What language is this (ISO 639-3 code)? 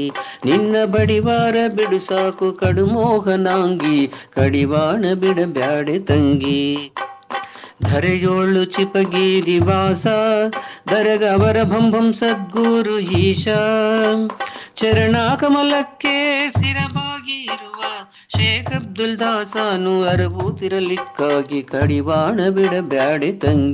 kan